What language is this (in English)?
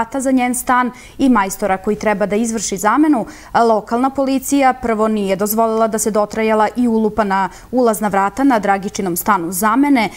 Serbian